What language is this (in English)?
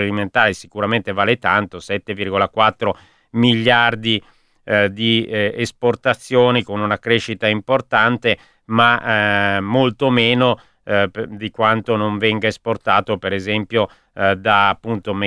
Italian